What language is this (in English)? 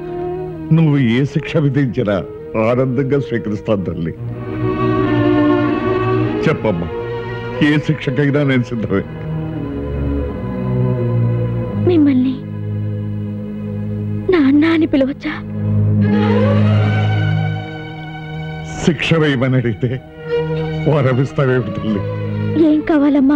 Telugu